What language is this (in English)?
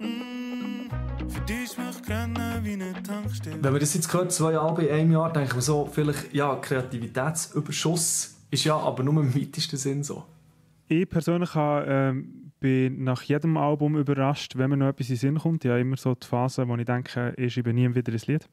Swiss German